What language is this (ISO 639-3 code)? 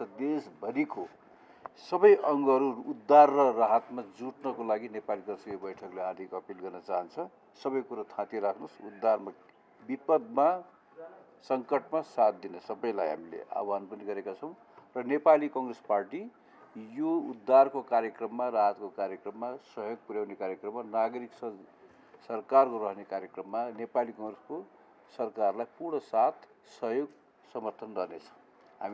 nep